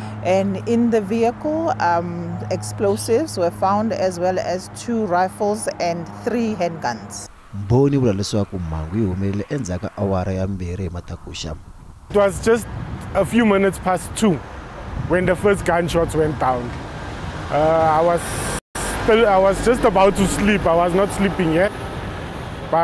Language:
Tsonga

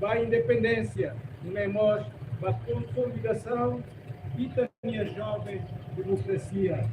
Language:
Tetum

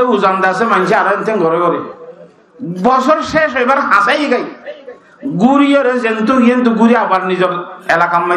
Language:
Rohingya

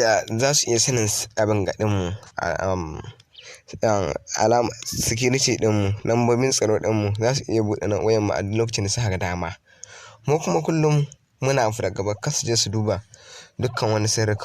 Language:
Hausa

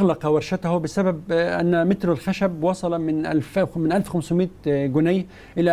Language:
Egyptian Arabic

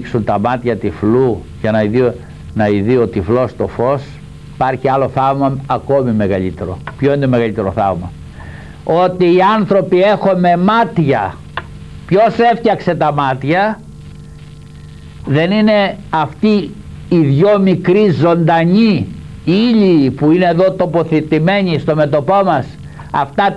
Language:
Greek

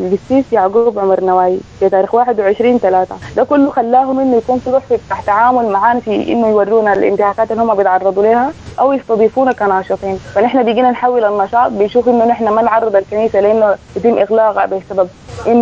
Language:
Sudanese Arabic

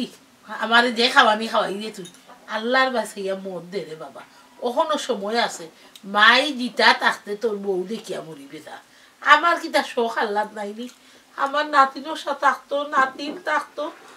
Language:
Sylheti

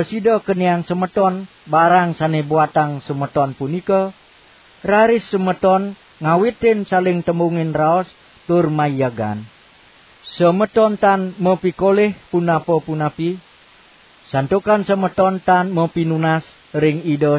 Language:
Balinese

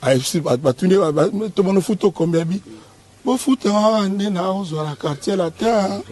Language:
Lingala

